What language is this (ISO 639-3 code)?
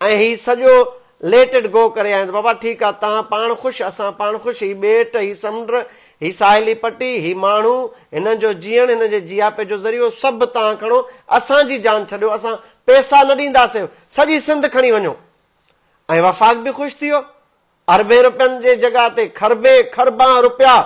snd